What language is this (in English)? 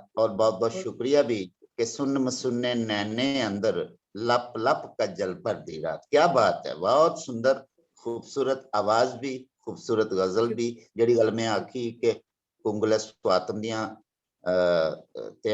Dogri